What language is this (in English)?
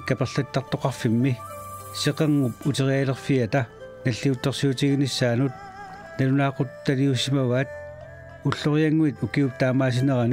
Kalaallisut